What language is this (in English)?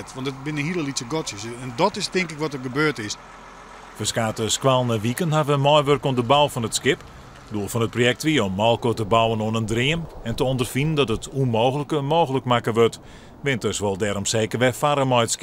Western Frisian